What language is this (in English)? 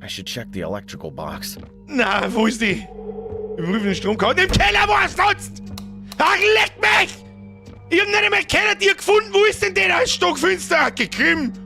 Bavarian